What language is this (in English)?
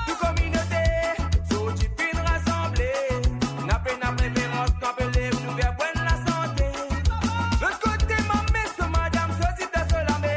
Morisyen